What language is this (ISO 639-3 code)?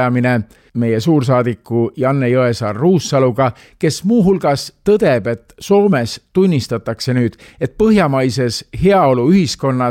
est